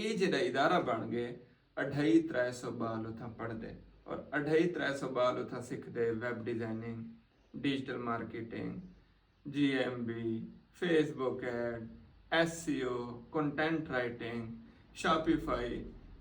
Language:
Saraiki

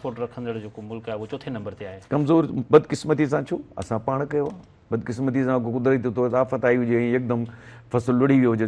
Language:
Sindhi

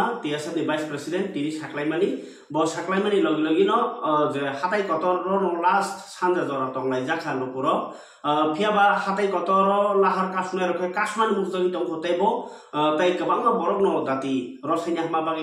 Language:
Kok Borok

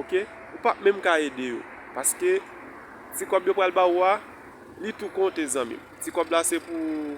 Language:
Haitian Creole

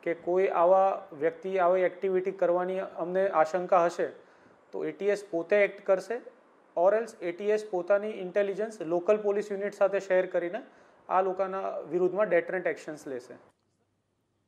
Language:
Gujarati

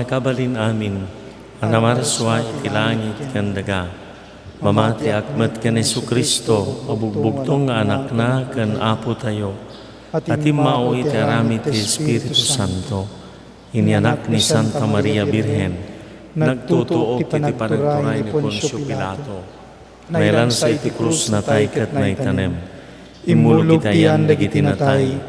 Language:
Iloko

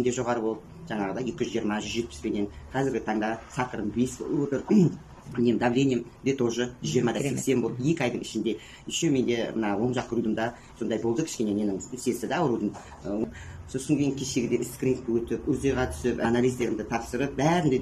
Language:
Kazakh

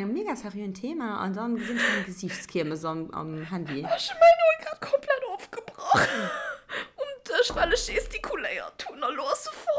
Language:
Luxembourgish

